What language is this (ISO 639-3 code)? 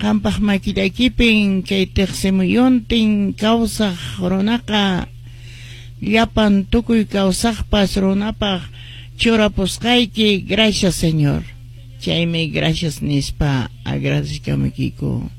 que